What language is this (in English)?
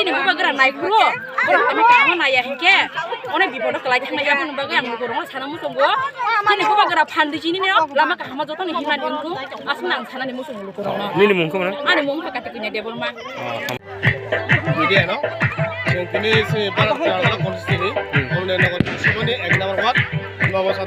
Kok Borok